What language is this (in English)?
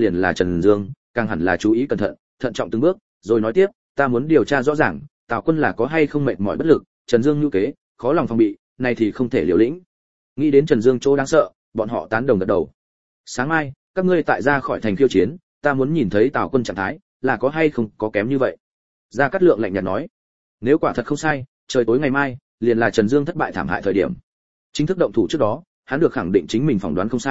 Vietnamese